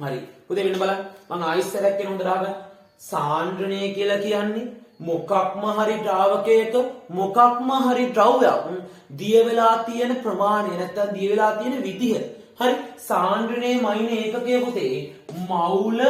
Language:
Sinhala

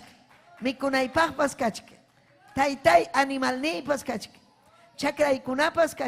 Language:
Ayacucho Quechua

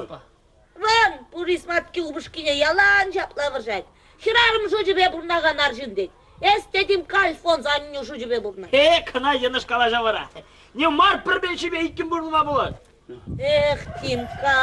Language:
Chuvash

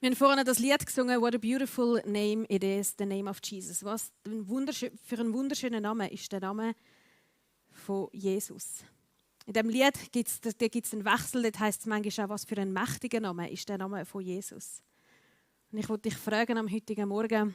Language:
Swiss German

